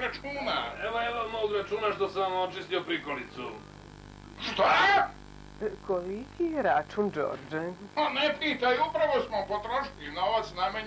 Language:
Serbian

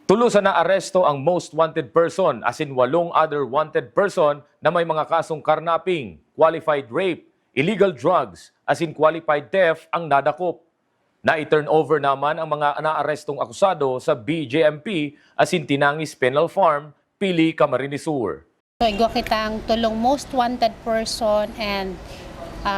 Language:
Bikol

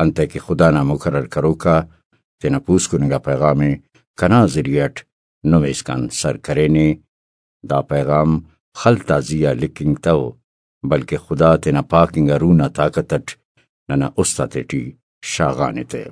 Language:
Brahui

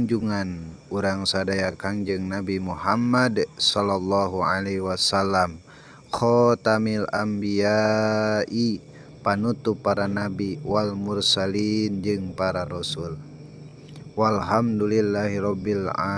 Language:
Sundanese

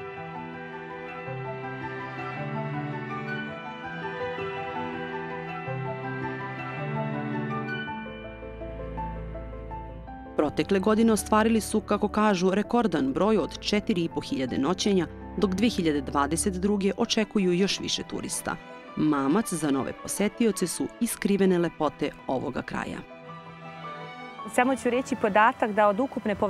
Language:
Serbian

